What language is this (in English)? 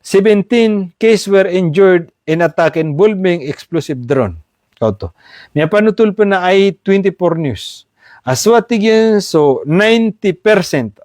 Maranao